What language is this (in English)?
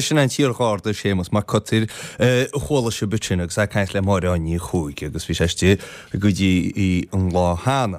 Irish